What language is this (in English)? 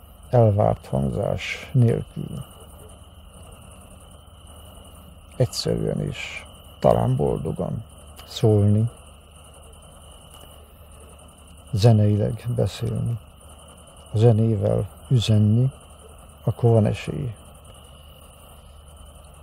Hungarian